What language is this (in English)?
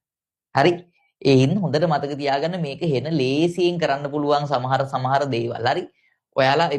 Sinhala